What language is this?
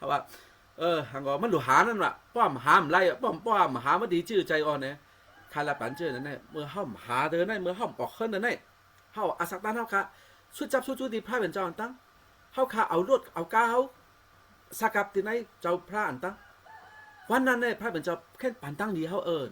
Shan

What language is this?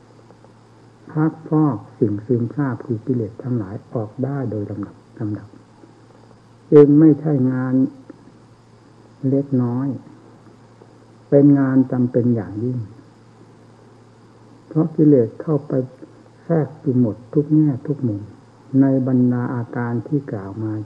Thai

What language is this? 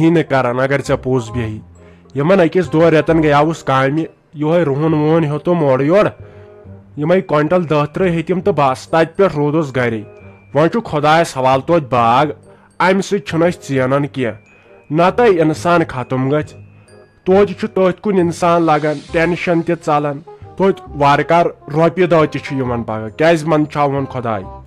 Kashmiri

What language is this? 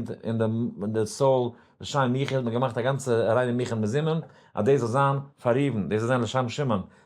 Yiddish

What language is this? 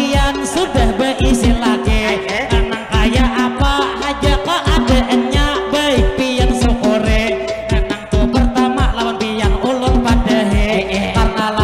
Banjar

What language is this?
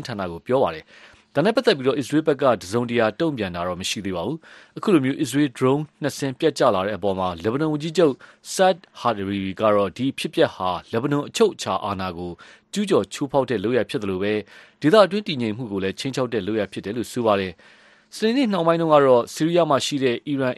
Burmese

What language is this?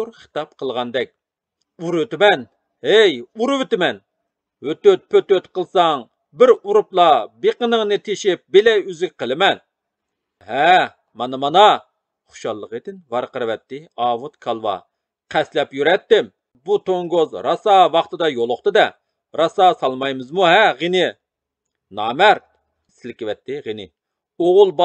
Uyghur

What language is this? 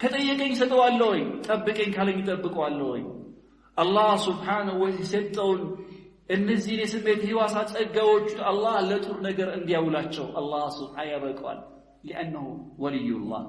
Amharic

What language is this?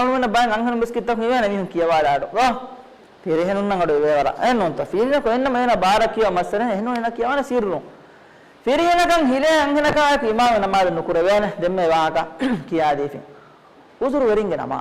Divehi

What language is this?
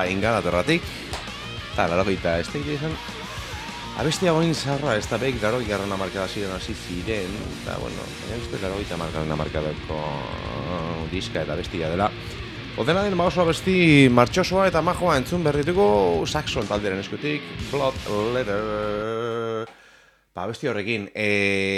Basque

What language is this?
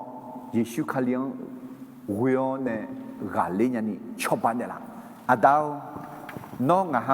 Akha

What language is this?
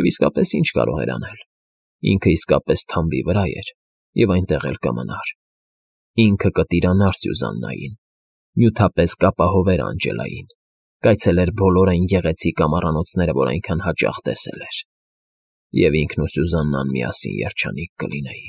Armenian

